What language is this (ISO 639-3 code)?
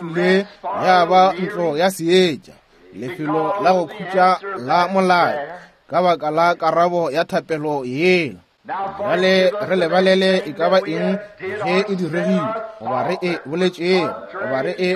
nso